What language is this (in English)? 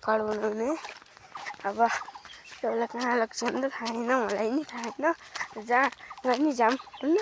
Nepali